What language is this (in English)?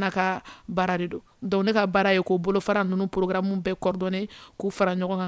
Bambara